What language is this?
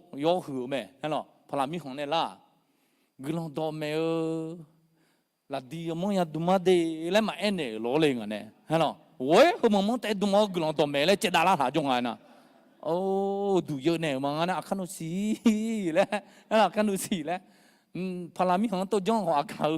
Akha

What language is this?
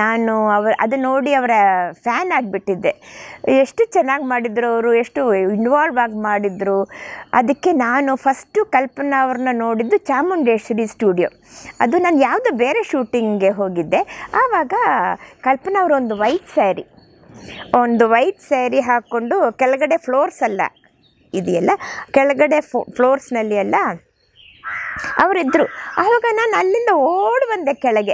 Kannada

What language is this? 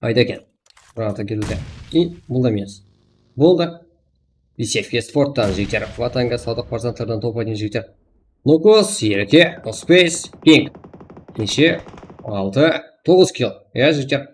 Kara-Kalpak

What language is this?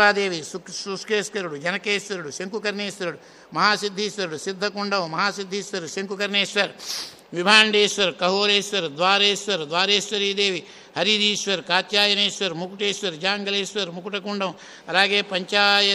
Telugu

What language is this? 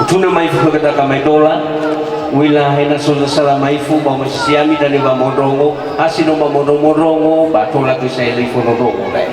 Nias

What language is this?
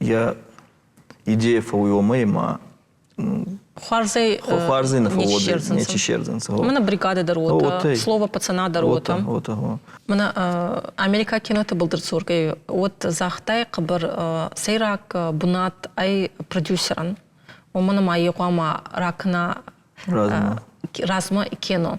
Ossetic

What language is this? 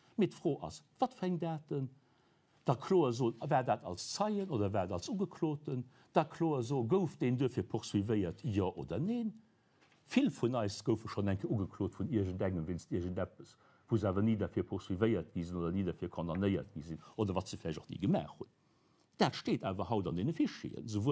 Luxembourgish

